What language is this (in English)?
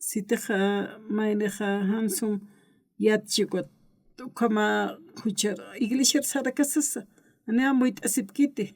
Aymara